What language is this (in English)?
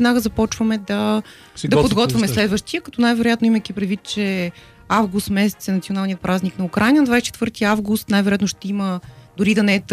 Bulgarian